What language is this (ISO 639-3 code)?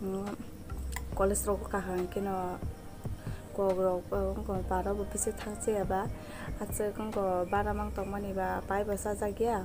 trp